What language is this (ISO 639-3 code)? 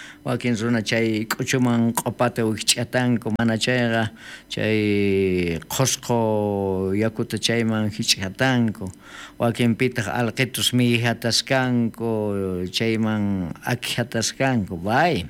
quh